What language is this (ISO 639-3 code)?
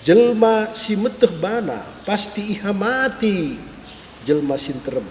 btx